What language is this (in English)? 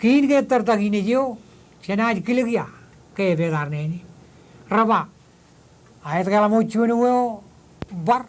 Marshallese